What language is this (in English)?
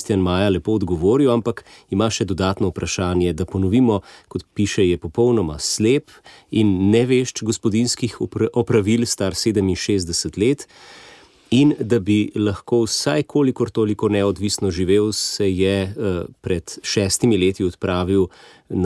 Slovenian